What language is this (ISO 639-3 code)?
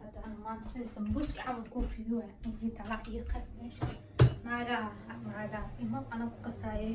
som